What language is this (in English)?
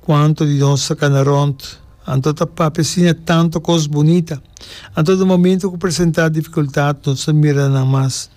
Papiamento